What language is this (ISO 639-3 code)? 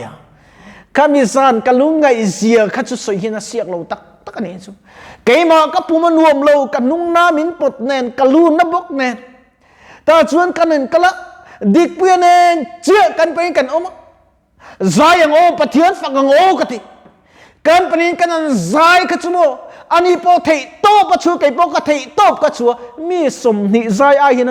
lus